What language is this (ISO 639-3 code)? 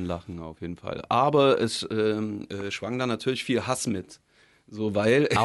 deu